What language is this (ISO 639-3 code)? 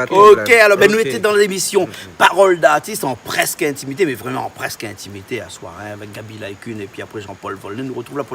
rcf